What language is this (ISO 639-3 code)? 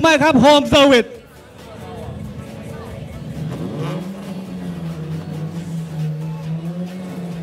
tha